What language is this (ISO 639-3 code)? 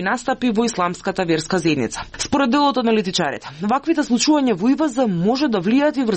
mkd